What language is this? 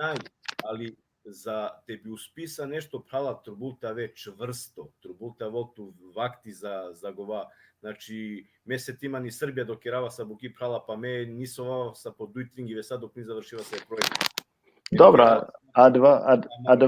Balkan Romani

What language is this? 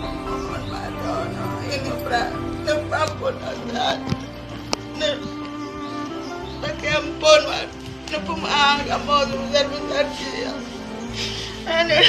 Achinese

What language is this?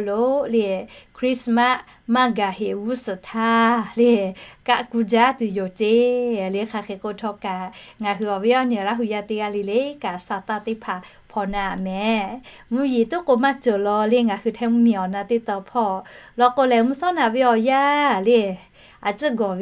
Lahu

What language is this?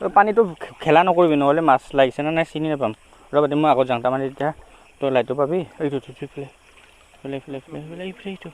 Assamese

